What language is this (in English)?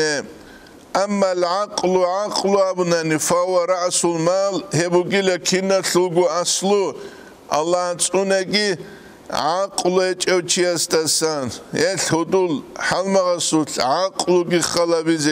Avaric